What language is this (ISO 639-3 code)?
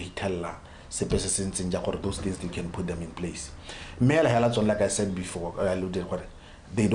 tsn